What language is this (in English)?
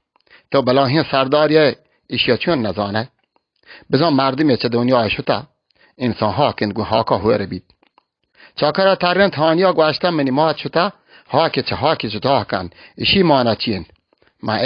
Baluchi